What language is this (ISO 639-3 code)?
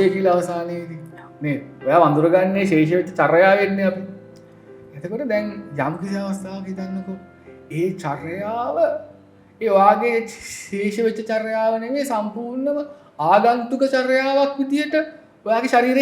sin